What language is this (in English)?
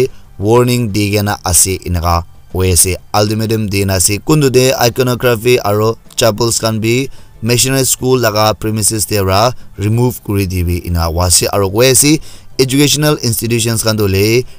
Naga Pidgin